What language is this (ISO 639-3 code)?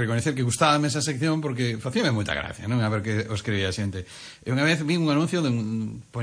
glg